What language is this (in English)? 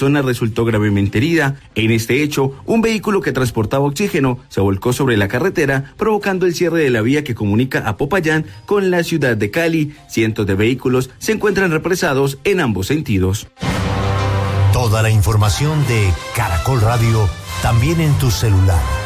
Spanish